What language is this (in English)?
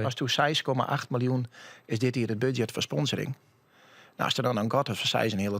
Western Frisian